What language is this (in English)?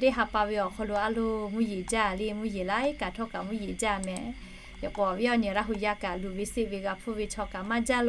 Lahu